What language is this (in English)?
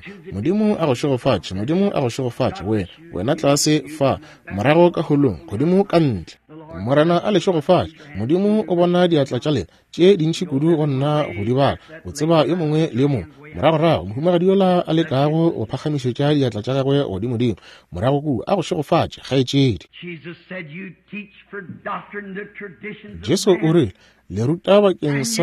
Northern Sotho